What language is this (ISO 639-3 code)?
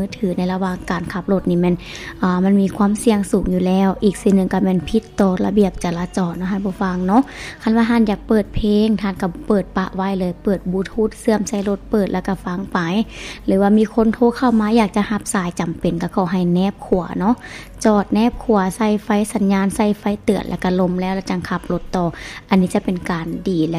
lao